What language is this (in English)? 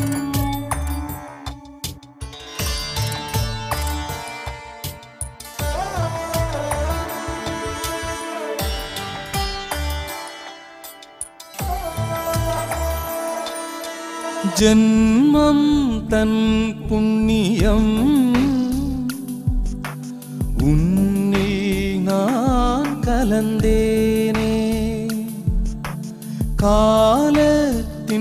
Tamil